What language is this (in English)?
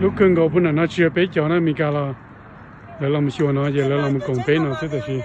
Hmong